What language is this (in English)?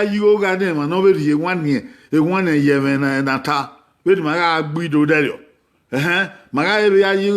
Bini